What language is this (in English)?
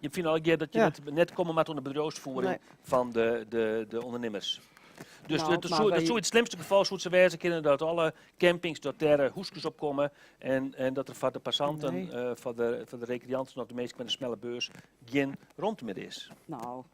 Western Frisian